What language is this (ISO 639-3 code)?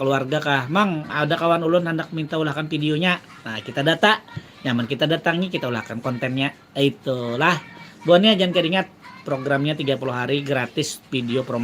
bjn